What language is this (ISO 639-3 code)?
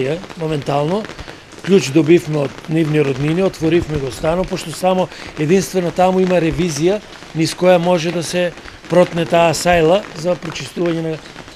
mkd